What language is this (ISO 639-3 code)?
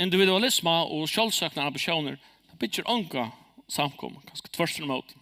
fao